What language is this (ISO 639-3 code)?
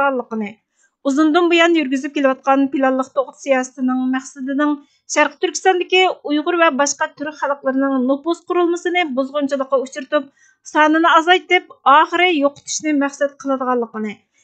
uig